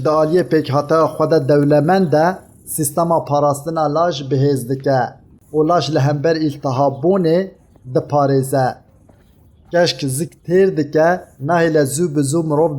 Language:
Kurdish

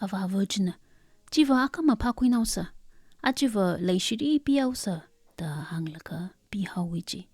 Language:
Tangkhul Naga (India)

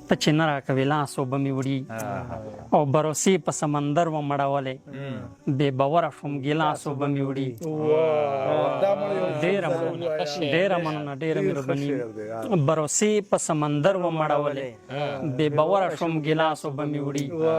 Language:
Pashto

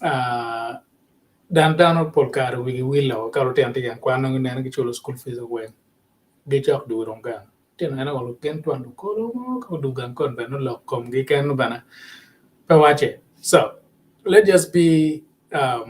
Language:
Acoli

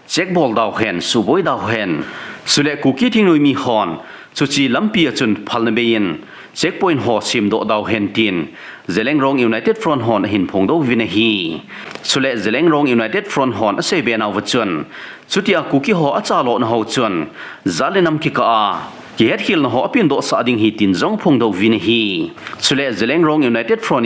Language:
Thado Chin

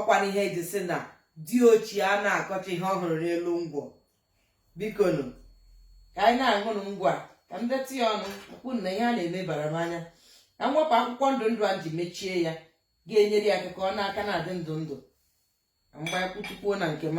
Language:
Igbo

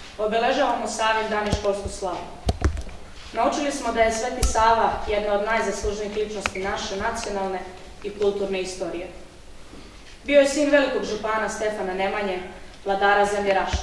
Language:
Serbian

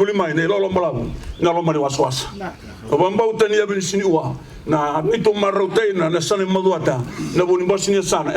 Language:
Fijian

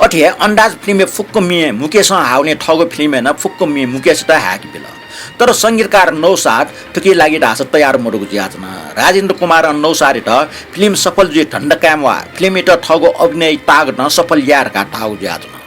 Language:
Newari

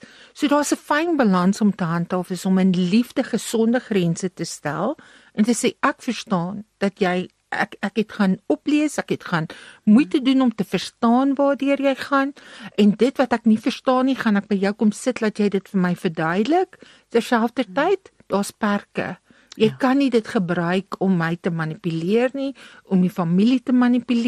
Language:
Afrikaans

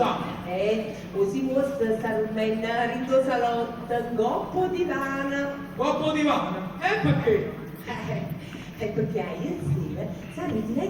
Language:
Neapolitan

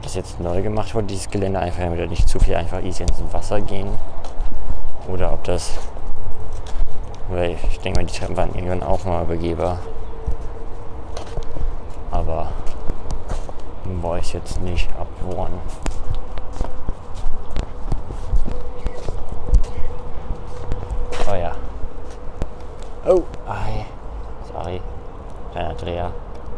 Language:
German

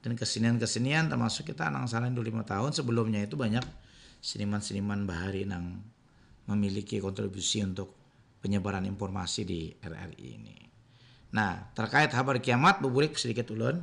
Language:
Banjar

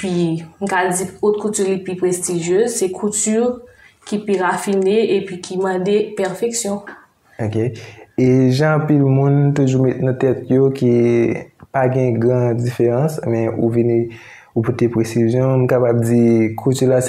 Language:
Haitian Creole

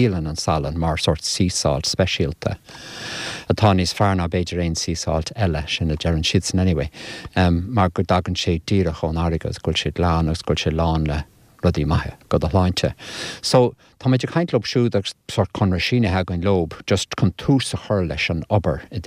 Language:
Irish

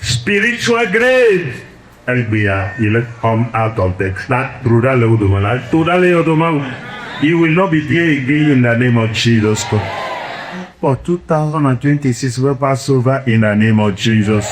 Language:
Ewe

